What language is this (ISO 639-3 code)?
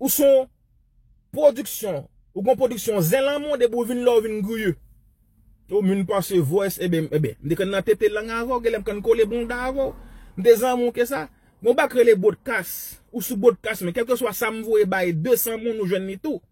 hat